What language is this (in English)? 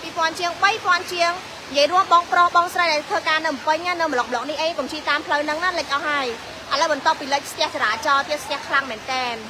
Khmer